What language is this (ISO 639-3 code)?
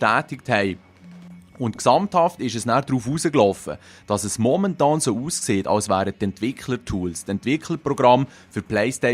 gsw